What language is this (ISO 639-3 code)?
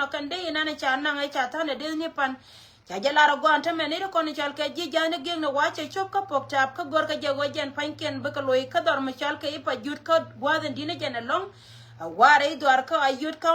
nus